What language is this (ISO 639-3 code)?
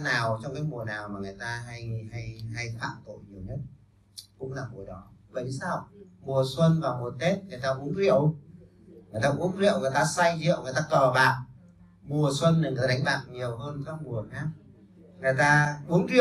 vie